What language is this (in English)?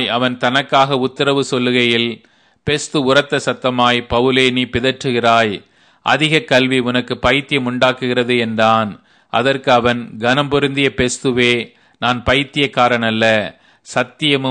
Tamil